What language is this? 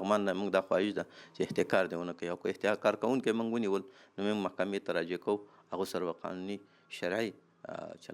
Pashto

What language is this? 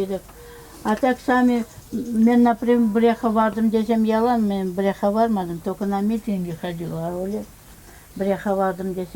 Crimean Tatar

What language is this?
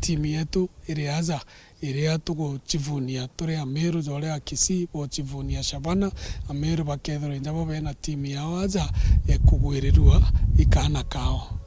Meru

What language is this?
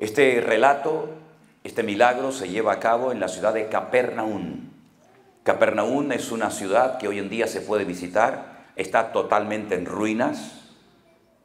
Spanish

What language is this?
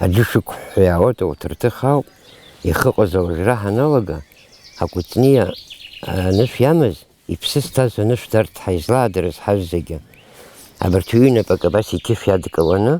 Abkhazian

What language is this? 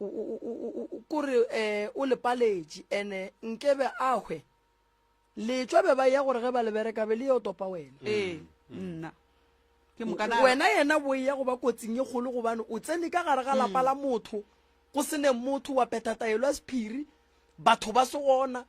Northern Sotho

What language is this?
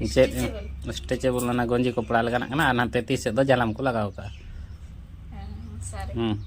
Santali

